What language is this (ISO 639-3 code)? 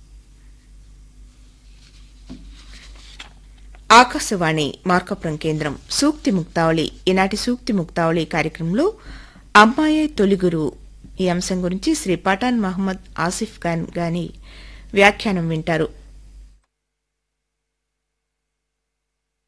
tel